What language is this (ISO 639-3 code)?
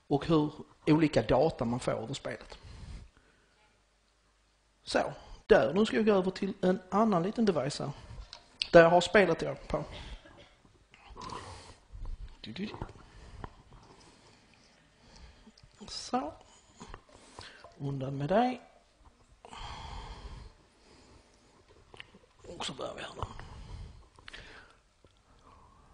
swe